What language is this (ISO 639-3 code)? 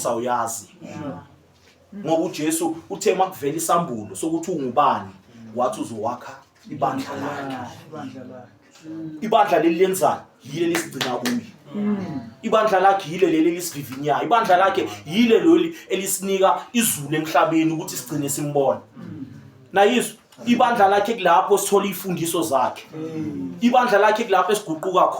zul